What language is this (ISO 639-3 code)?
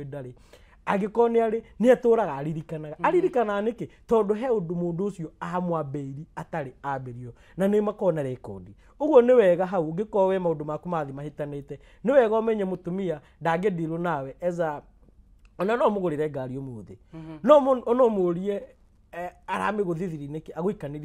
kik